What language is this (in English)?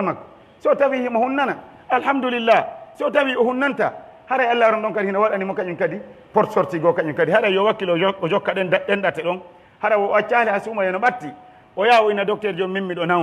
Pular